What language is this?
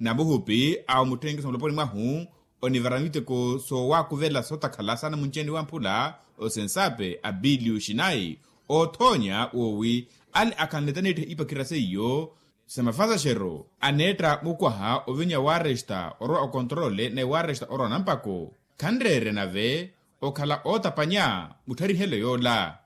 Makhuwa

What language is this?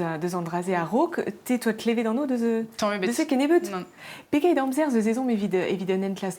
Breton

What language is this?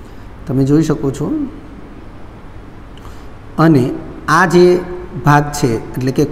Gujarati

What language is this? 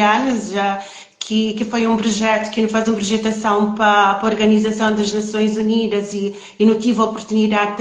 Kabuverdianu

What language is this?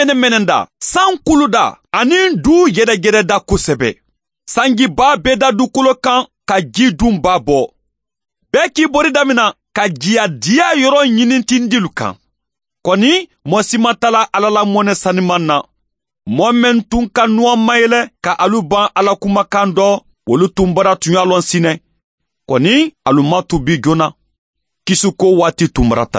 Bambara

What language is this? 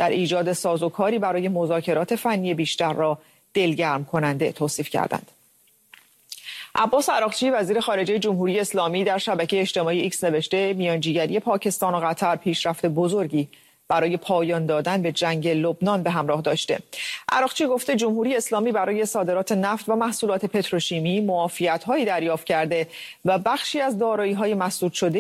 Persian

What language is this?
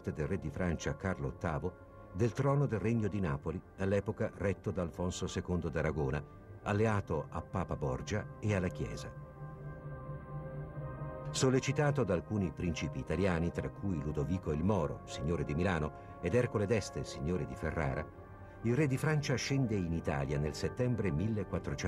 Italian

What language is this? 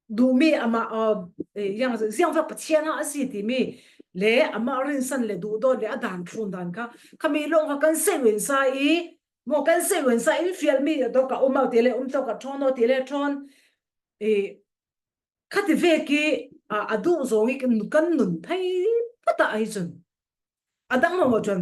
Falam Chin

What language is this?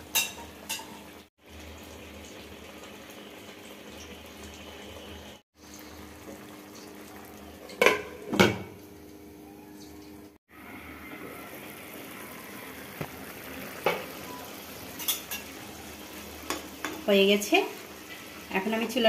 Bangla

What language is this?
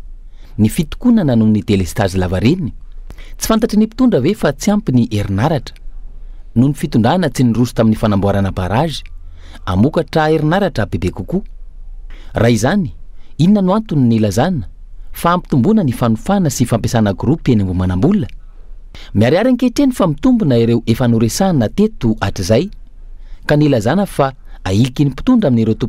Malagasy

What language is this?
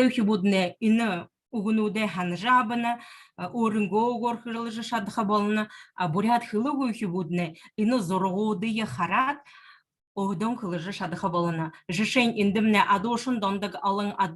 Buriat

